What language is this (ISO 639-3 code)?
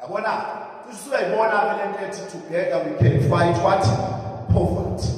zul